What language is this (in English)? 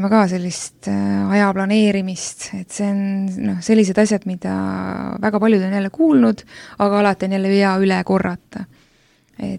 Estonian